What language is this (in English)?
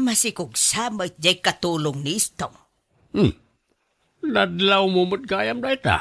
Iloko